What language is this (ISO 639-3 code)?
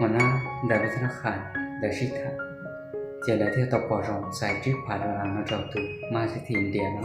hmn